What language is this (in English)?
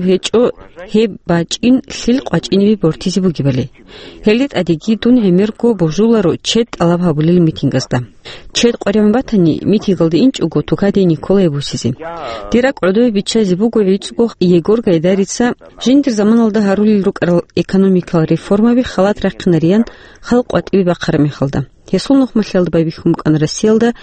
Avaric